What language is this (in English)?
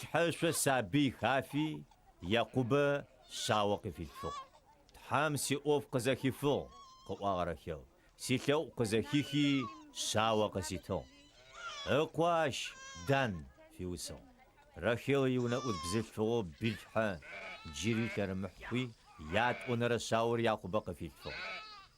Adyghe